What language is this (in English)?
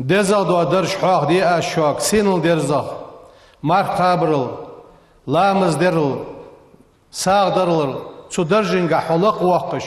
Ingush